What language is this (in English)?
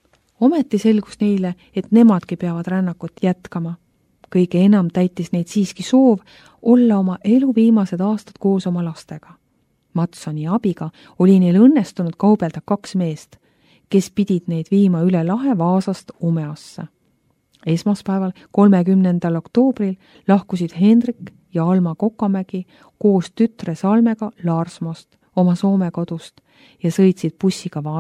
Estonian